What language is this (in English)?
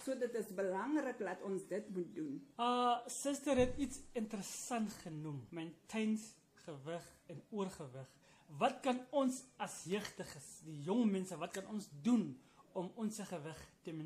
Afrikaans